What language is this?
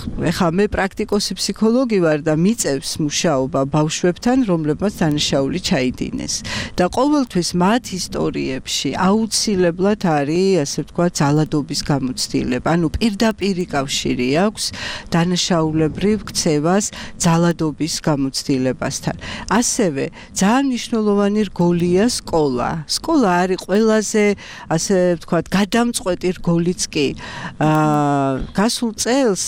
Georgian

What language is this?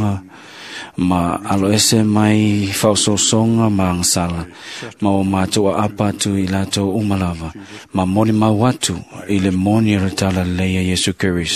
Samoan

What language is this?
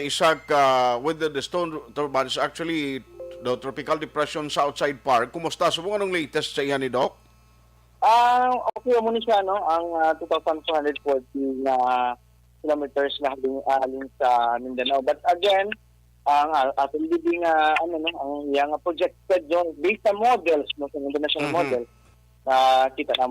Hiligaynon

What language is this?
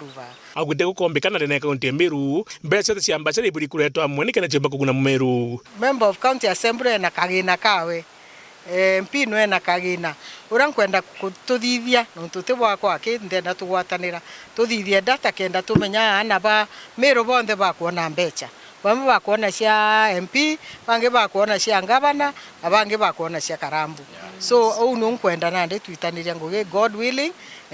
Meru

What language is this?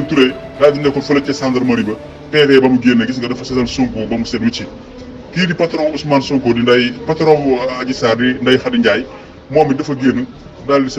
Wolof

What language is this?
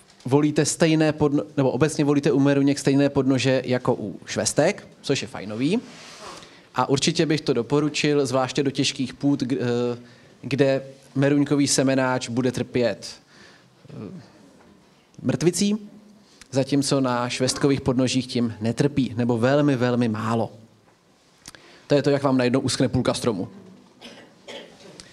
Czech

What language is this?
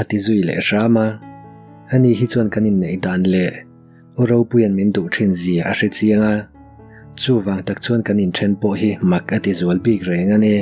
Mizo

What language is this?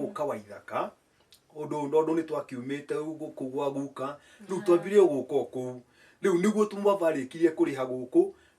Kikuyu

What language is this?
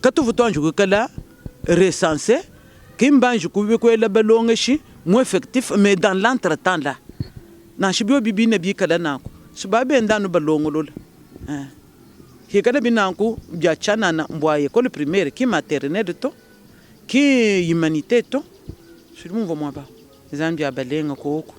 Luba-Lulua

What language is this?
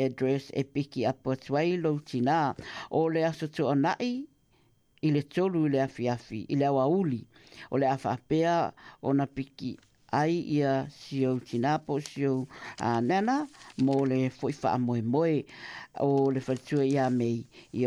Samoan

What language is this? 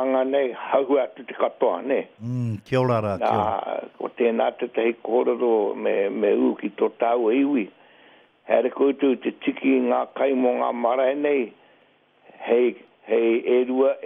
Māori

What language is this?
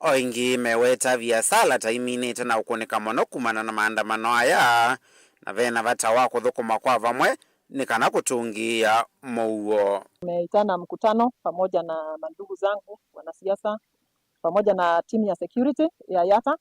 Kamba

